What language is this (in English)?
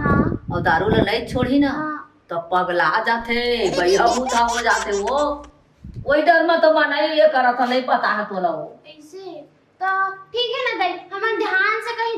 Chhattisgarhi